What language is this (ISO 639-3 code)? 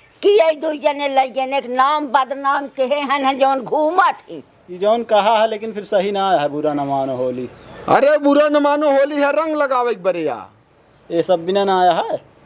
awa